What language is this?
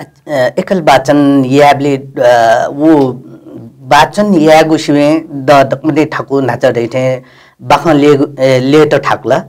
Newari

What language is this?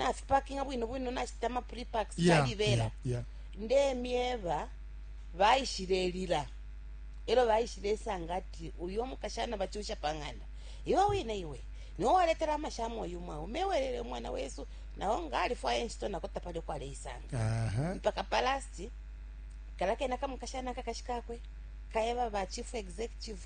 Bemba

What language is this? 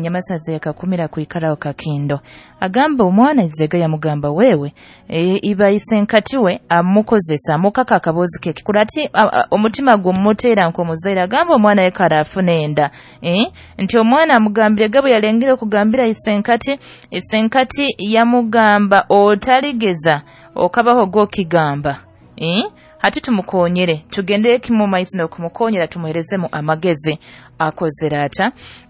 Nyoro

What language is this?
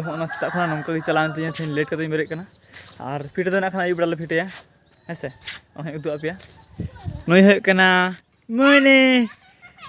Santali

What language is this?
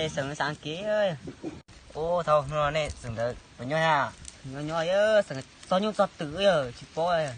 Hmong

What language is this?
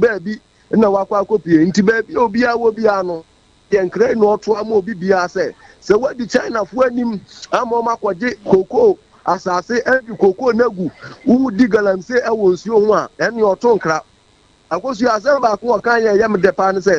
Akan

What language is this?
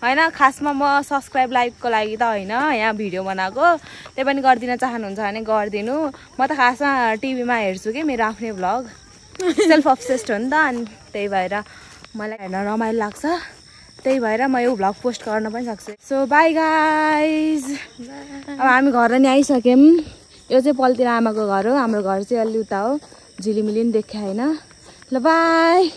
Nepali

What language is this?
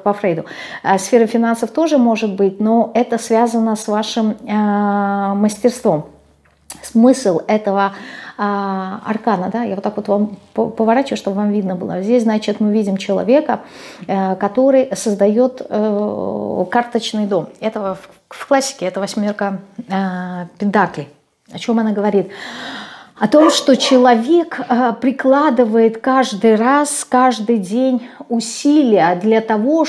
Russian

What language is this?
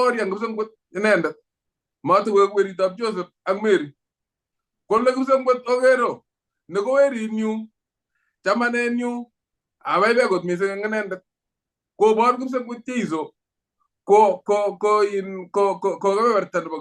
Kalenjin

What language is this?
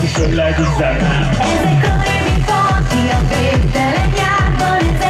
Hungarian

